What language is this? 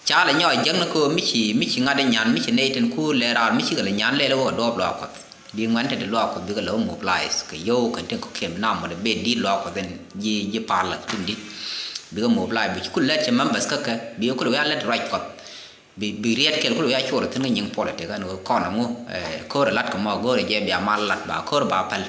Nuer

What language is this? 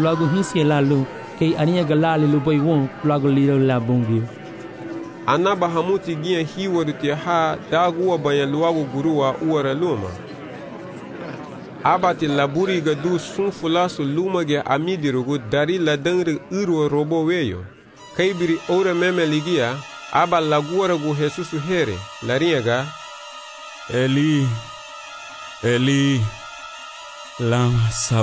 Garifuna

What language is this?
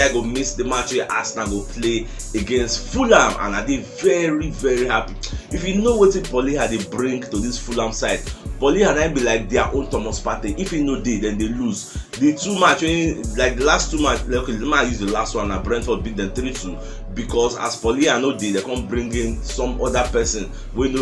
Nigerian Pidgin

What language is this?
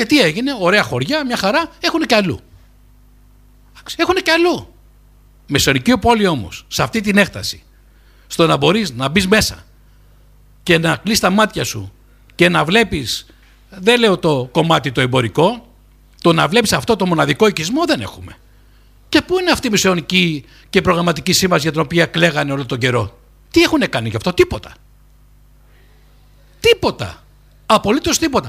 Greek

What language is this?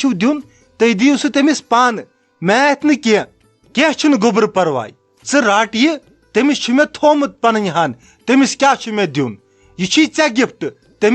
Kashmiri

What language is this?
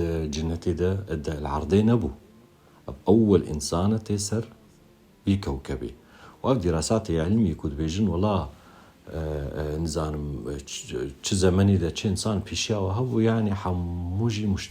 Kurdish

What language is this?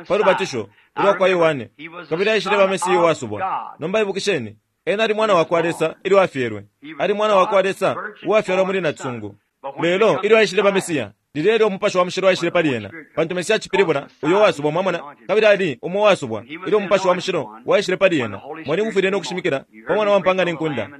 Bemba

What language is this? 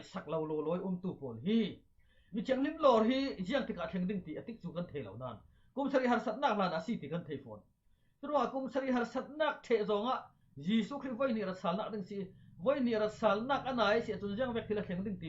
Falam Chin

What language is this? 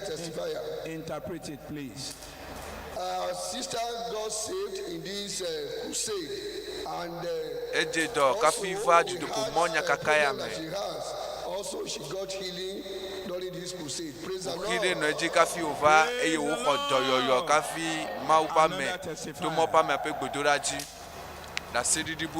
Ewe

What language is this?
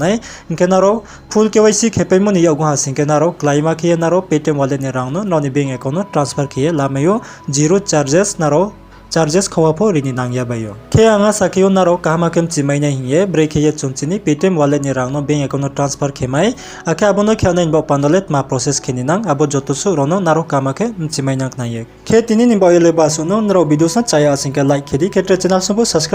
Riang (India)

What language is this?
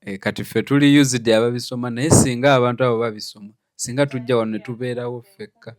Ganda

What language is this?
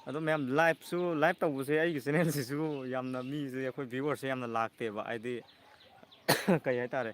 Manipuri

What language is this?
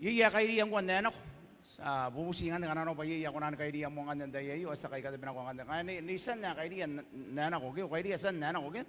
Gilbertese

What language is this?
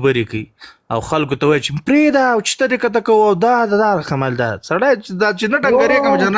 Pashto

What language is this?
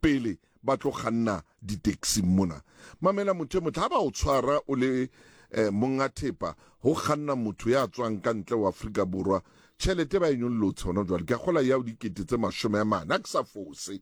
Southern Sotho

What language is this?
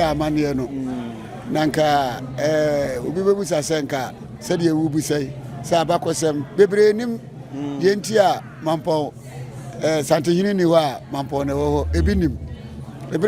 Akan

